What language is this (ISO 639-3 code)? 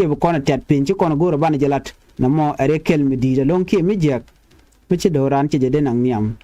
nus